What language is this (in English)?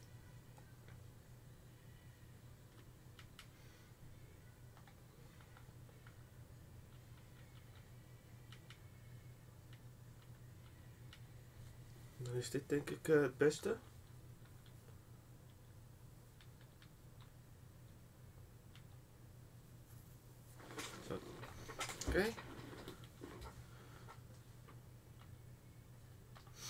Dutch